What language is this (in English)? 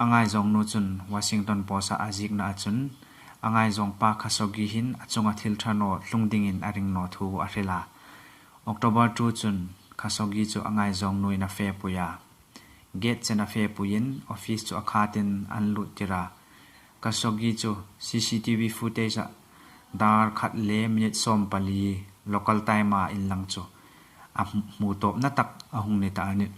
Hmar